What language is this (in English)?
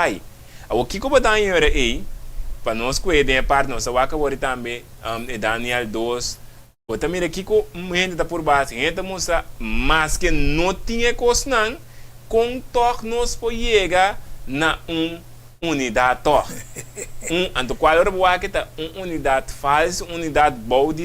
Papiamento